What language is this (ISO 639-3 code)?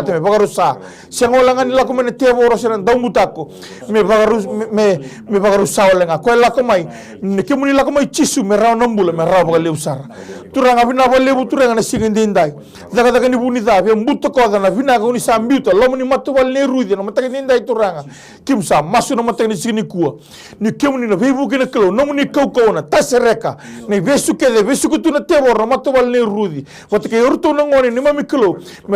fij